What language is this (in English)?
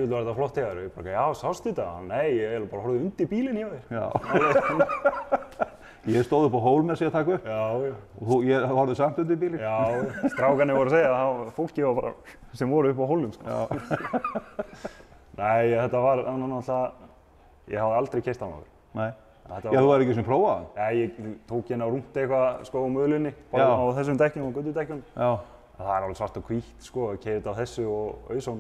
Icelandic